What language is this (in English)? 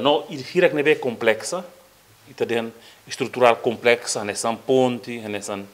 Tetum